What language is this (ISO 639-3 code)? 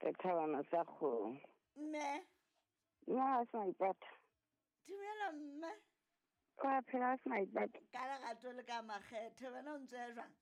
sot